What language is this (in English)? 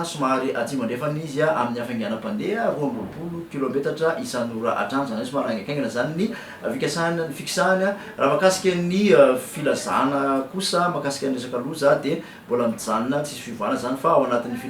Malagasy